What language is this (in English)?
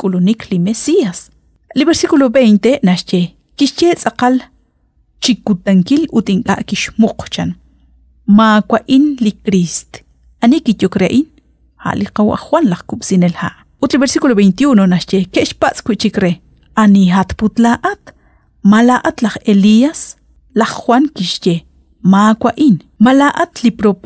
Kekchí